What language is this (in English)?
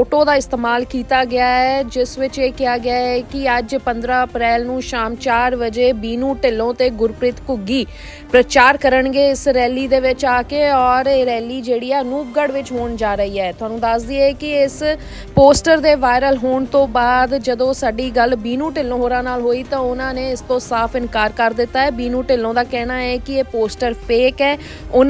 Punjabi